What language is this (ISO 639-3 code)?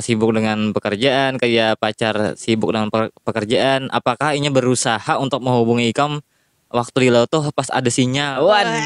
bjn